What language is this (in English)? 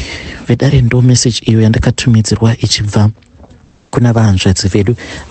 Shona